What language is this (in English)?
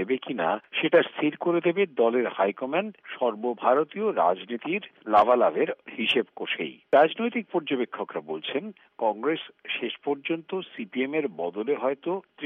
Bangla